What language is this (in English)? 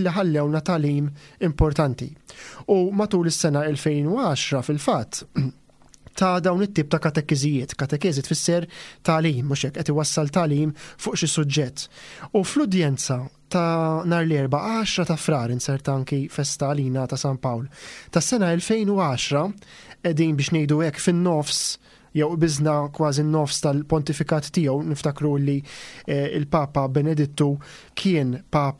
Maltese